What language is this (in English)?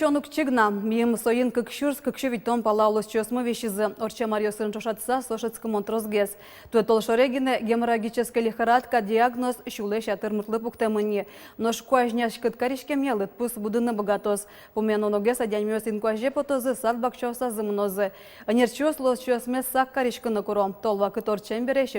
Udmurt